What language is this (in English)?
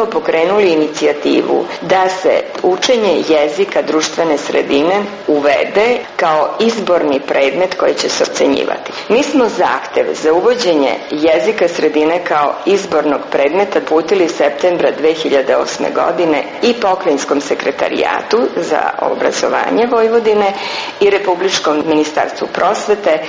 Serbian